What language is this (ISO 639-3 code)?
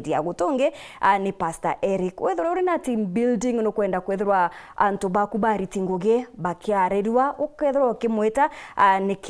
mer